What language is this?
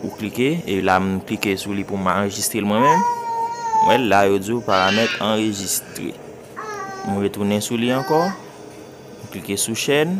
Haitian Creole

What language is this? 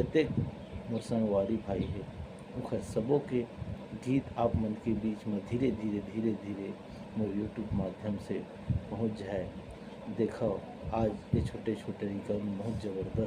Chhattisgarhi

